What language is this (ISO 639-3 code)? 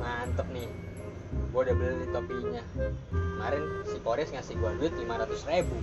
bew